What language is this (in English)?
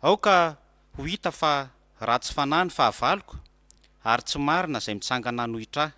Malagasy